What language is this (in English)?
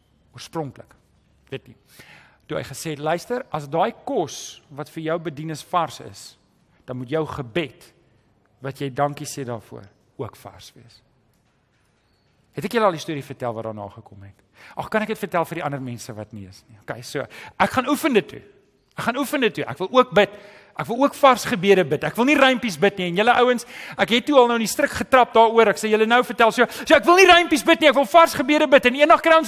Afrikaans